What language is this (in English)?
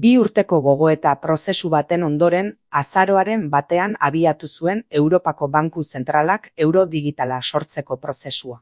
Basque